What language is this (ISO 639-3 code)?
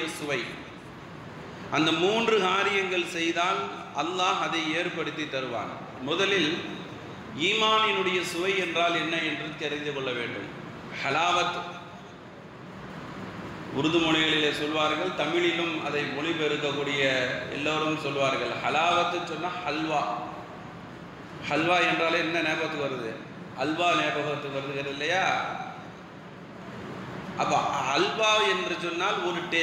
tam